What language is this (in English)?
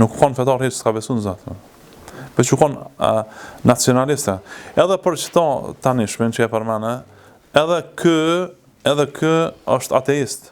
Albanian